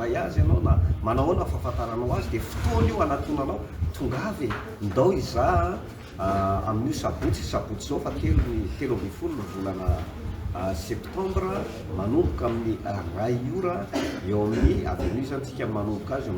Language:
Malagasy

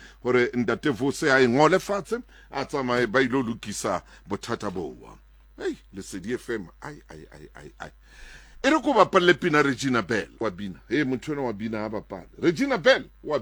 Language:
Southern Sotho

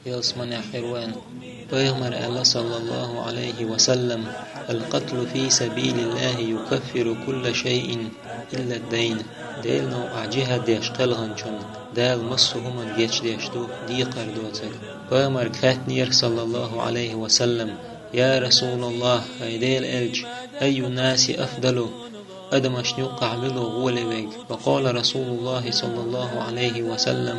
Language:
Chechen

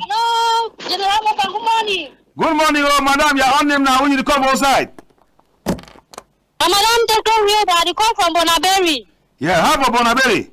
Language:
Cameroon Pidgin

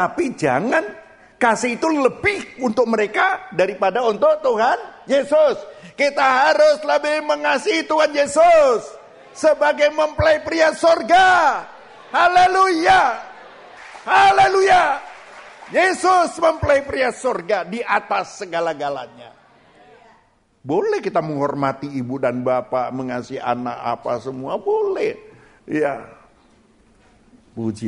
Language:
Indonesian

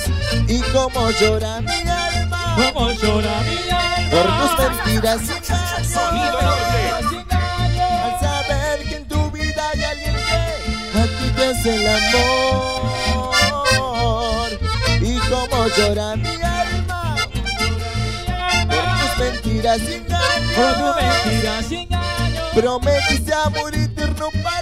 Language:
Spanish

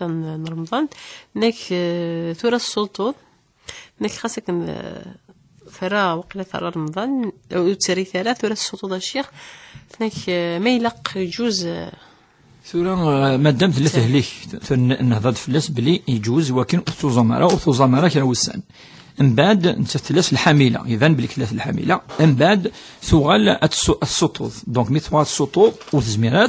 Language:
Kabyle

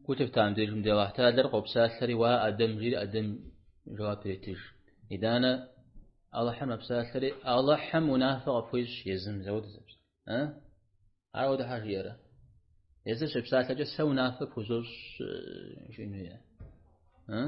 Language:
Kabardian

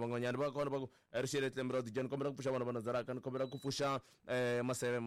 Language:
Tsonga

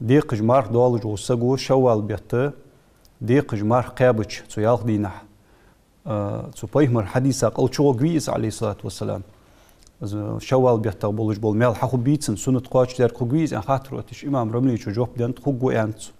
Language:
Ingush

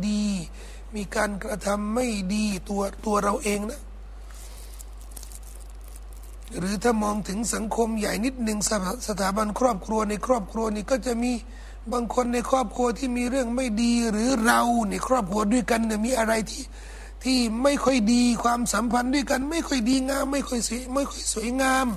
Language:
Thai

